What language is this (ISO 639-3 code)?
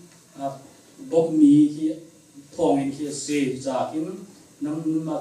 cnh